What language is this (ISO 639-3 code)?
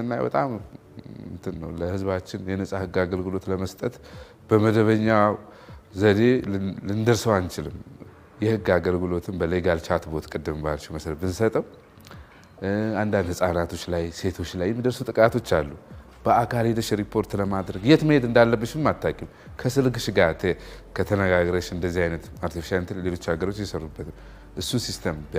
amh